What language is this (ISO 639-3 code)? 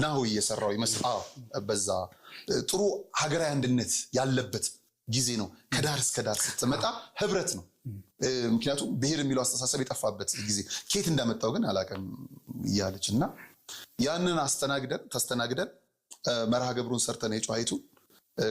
amh